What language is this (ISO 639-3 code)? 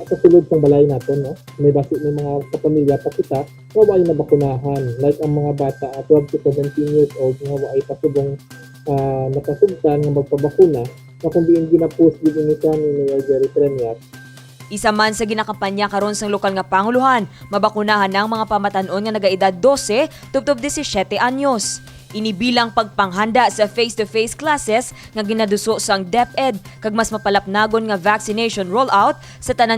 hil